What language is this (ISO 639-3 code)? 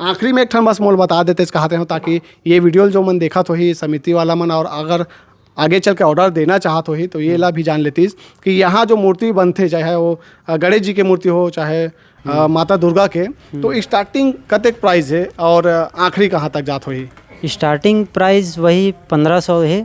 hne